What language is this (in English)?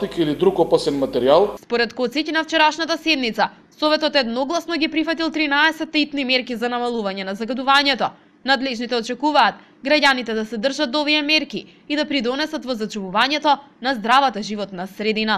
Macedonian